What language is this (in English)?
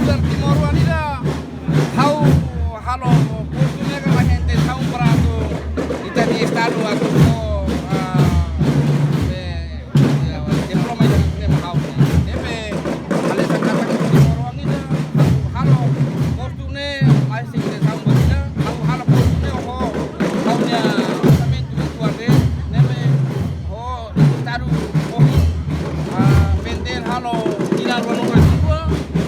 Tetum